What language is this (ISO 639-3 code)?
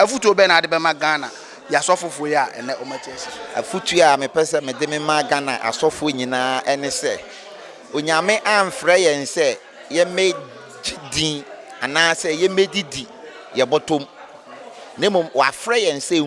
aka